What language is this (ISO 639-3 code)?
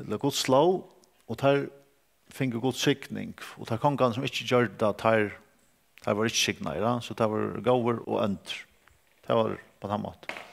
fao